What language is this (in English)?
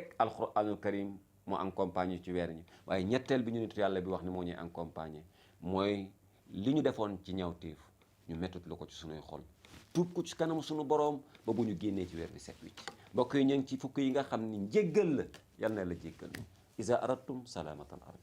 Wolof